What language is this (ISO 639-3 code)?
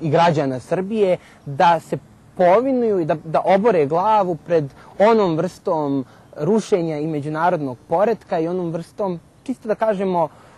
srp